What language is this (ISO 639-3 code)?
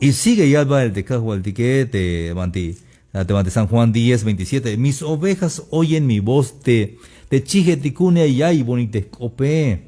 tzh